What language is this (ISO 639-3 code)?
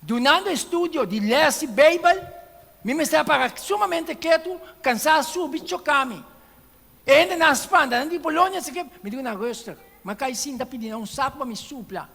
pap